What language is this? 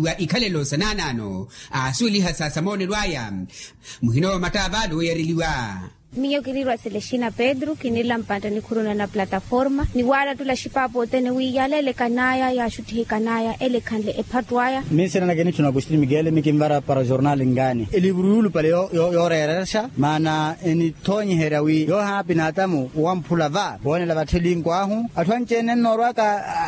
Makhuwa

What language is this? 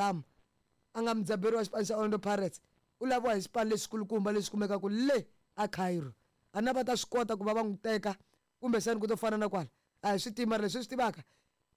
Tsonga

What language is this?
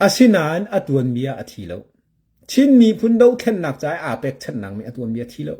Hakha Chin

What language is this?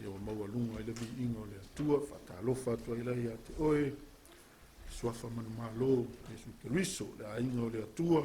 Samoan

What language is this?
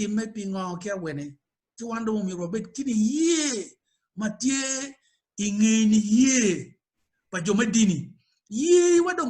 Acoli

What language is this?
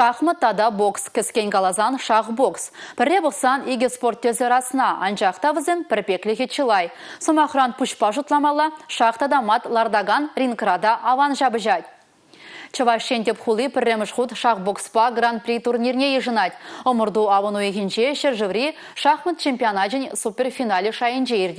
Chuvash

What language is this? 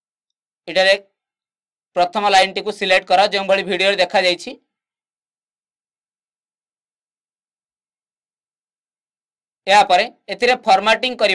Odia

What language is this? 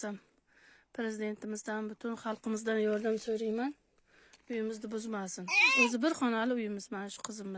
Uzbek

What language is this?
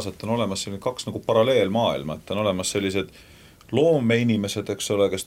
Estonian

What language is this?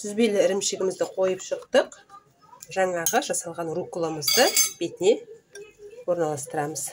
Kazakh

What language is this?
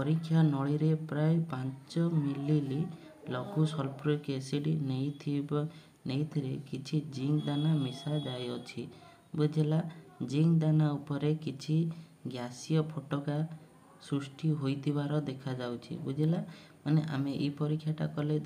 Odia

